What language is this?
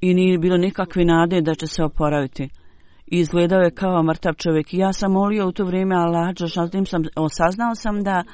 Bosnian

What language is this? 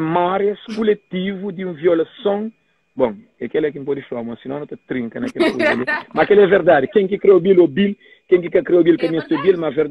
Kabuverdianu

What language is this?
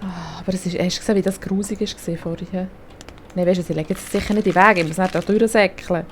Swiss German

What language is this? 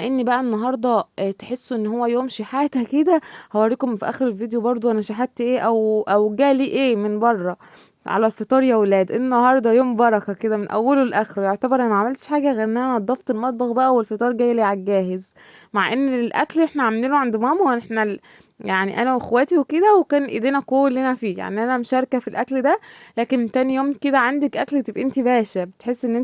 Egyptian Arabic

